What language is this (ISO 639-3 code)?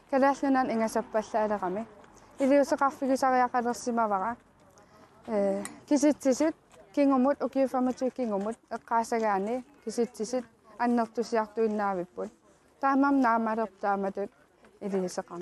kal